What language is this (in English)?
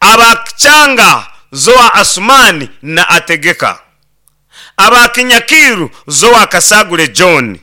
Nyankole